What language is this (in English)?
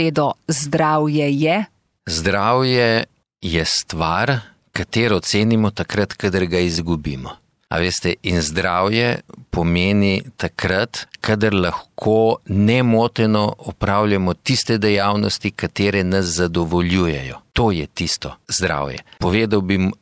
Slovenian